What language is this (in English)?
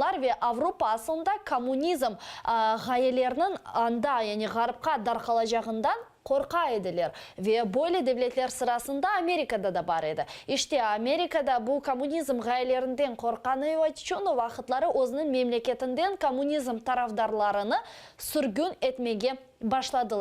Crimean Tatar